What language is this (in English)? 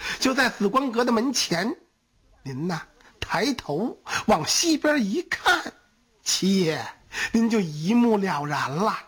Chinese